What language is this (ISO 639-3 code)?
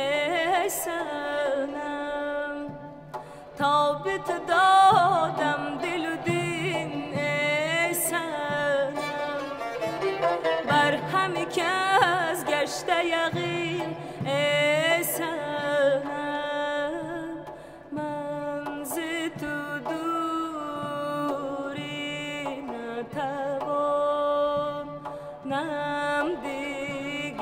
fas